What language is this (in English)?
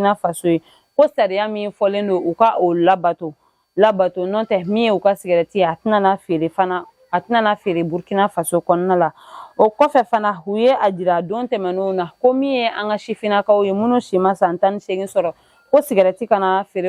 Bambara